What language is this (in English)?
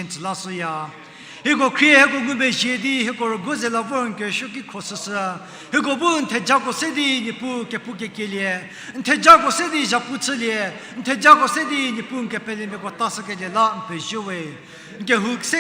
Angami Naga